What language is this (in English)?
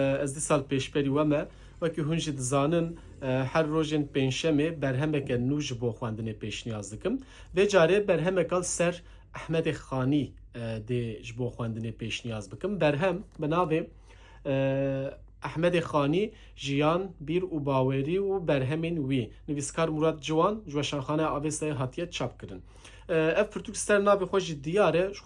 Kurdish